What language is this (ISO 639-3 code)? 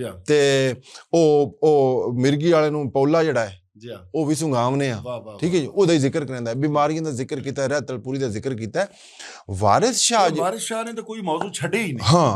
lah